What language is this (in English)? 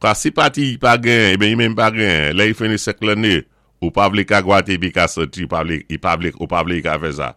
Saint Lucian Creole French